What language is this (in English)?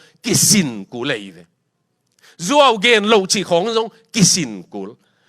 Tedim Chin